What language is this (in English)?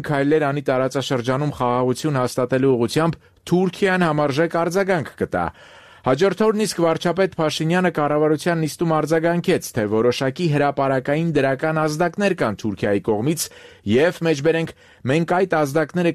Armenian